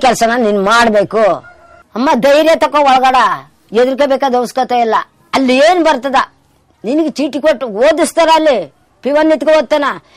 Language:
Kannada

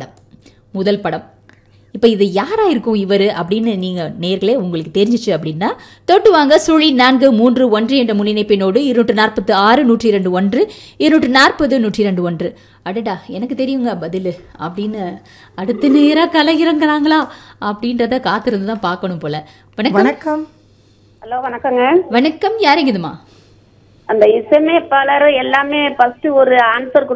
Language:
Tamil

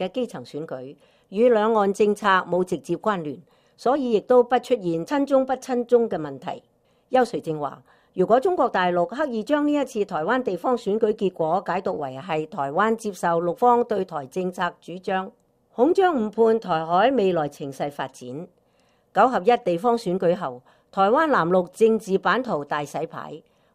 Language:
Cantonese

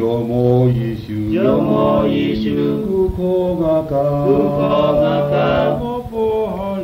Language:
Lahu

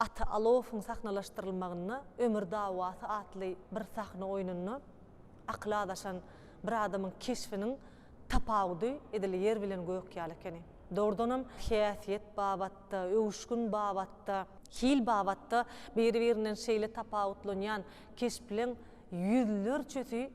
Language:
Turkmen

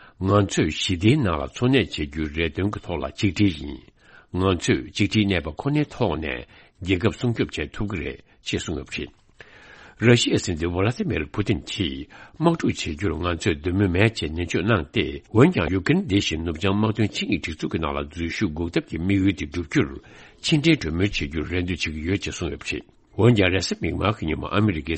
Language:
Tibetan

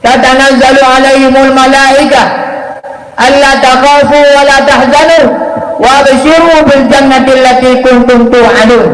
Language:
Achinese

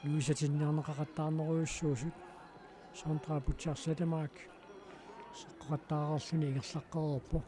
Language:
Kalaallisut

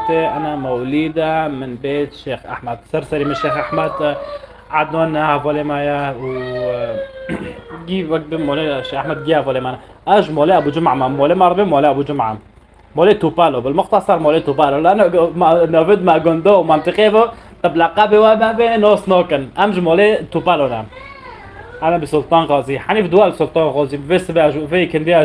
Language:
North Levantine Arabic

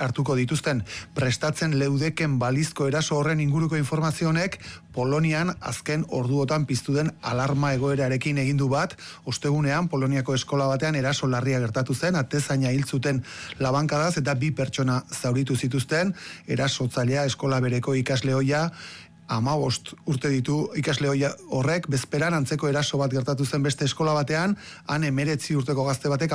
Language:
Basque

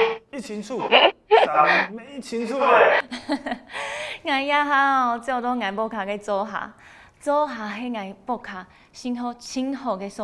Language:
Hakka Chinese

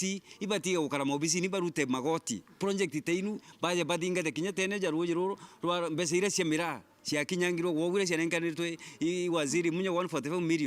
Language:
Meru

